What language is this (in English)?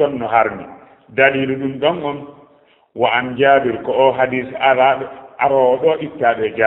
Fula